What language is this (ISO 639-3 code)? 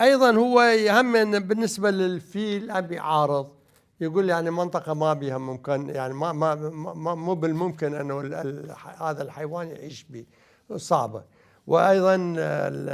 acm